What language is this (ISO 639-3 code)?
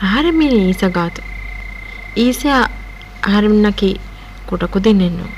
div